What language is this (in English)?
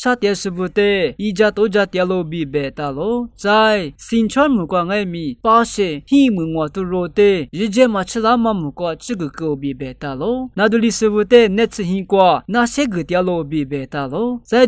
Lisu